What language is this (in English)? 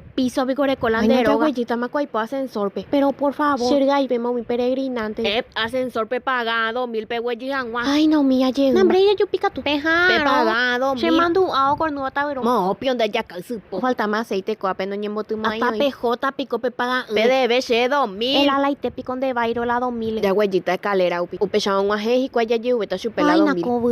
Guarani